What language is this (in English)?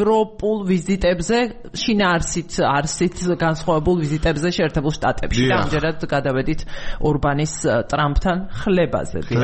Georgian